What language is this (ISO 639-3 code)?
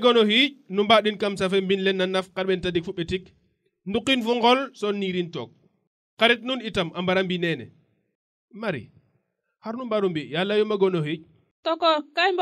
srr